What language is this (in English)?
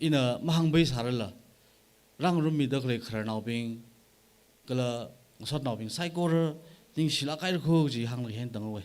Tangkhul Naga (India)